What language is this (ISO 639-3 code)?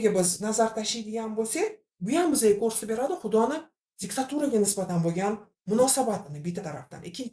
uzb